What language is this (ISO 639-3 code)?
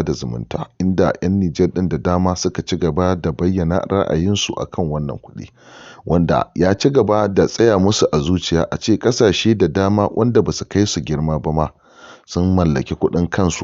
hau